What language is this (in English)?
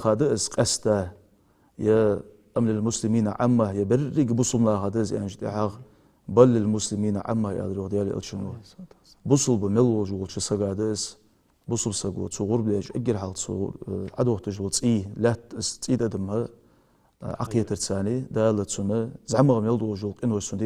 Ingush